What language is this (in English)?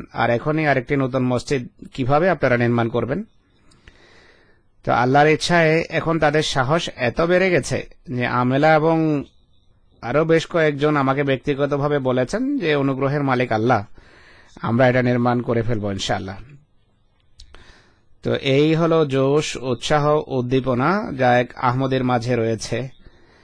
Bangla